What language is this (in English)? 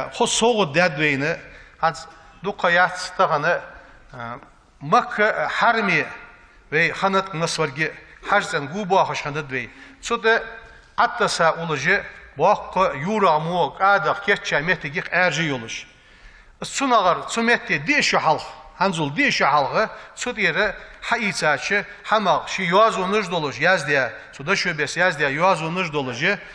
Ingush